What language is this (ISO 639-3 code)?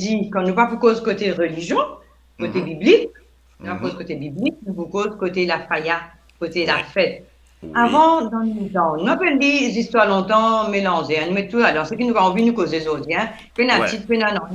mfe